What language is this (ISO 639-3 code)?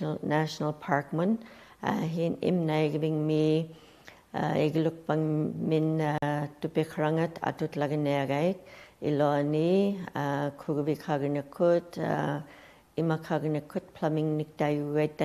ikt